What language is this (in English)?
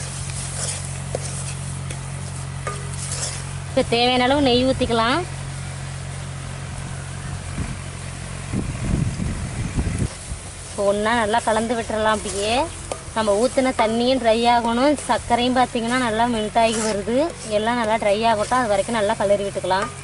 Tamil